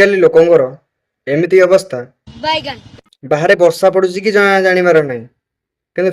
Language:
Odia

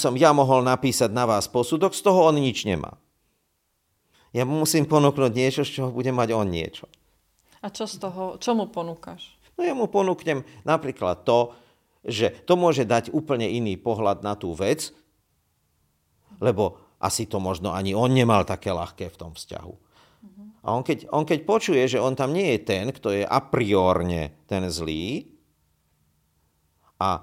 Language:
Slovak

